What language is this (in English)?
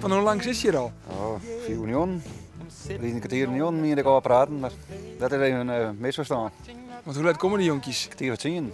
Western Frisian